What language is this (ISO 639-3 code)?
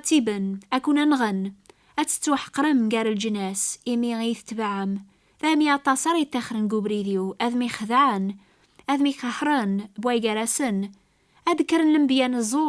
kab